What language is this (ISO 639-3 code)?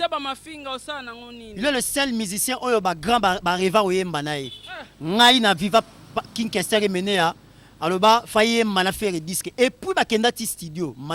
lin